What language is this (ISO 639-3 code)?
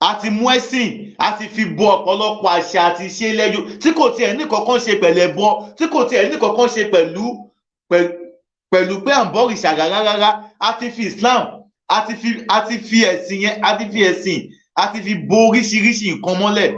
yor